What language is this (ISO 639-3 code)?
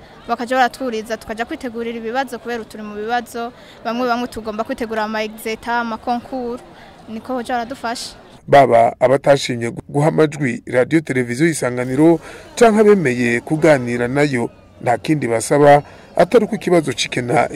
run